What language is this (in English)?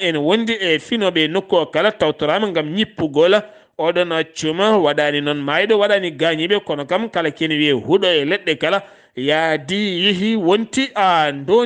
Fula